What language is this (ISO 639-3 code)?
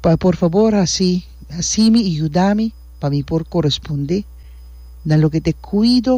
pap